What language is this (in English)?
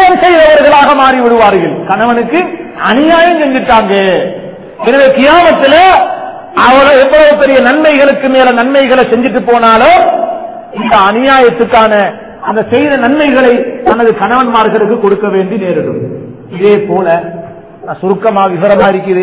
Tamil